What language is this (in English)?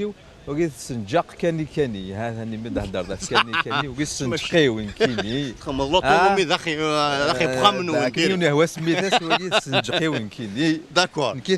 Kabyle